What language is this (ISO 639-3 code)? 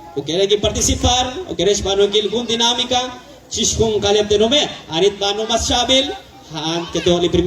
kek